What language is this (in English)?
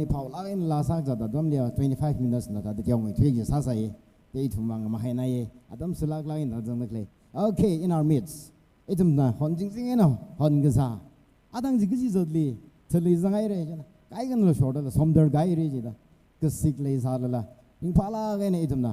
Tangkhul Naga (India)